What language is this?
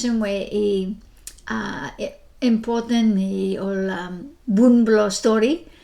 Bislama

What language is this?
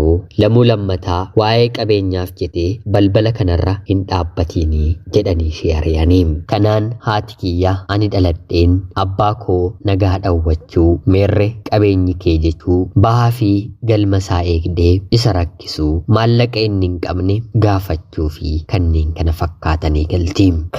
Oromo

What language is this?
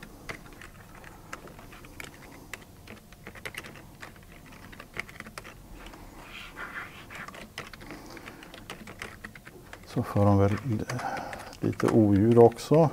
Swedish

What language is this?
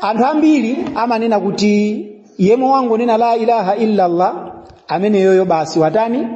Nyanja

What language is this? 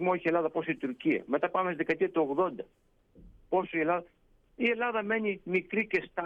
Greek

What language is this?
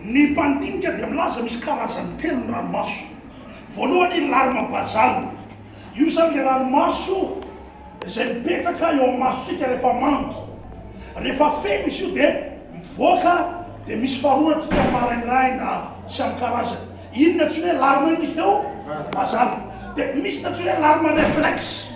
Malagasy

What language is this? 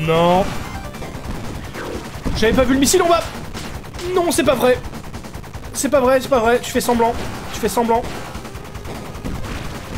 French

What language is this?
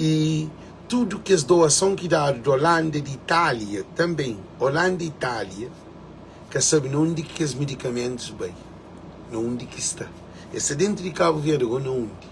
Kabuverdianu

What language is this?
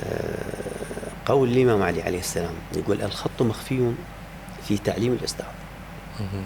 Mesopotamian Arabic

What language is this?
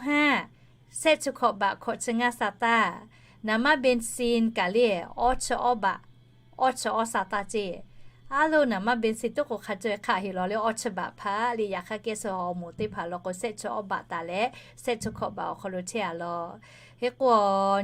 Lahu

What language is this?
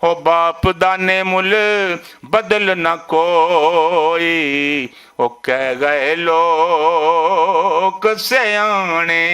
Western Panjabi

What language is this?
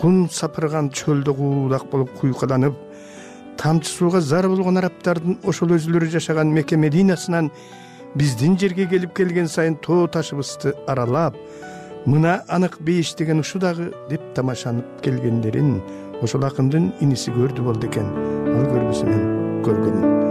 Kyrgyz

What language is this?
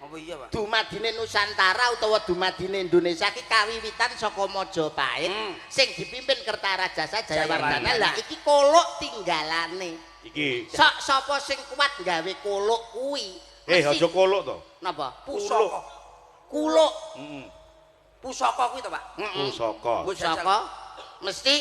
Javanese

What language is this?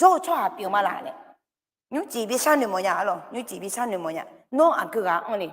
Akha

